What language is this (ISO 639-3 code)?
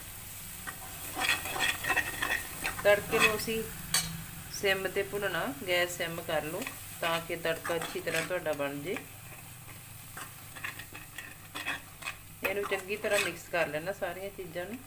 pan